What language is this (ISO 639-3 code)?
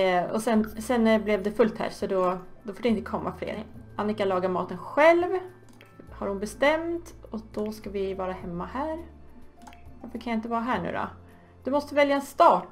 swe